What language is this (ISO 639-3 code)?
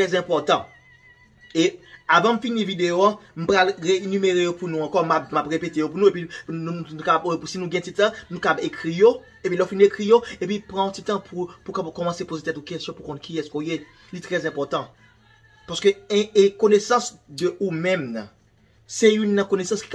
hat